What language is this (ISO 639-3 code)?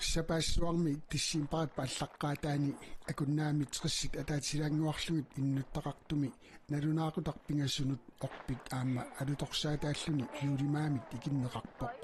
kal